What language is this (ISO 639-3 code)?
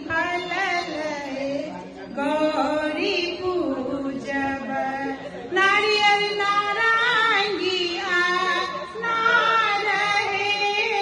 mai